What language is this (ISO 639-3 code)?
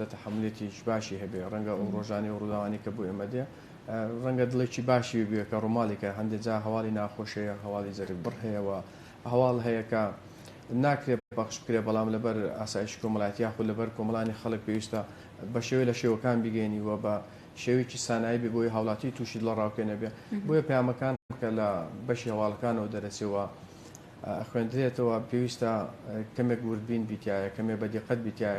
ckb